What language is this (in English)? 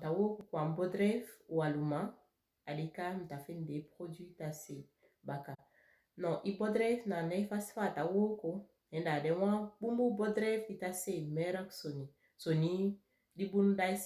Saramaccan